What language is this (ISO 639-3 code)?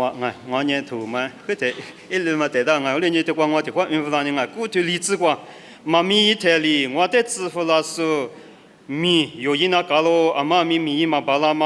lis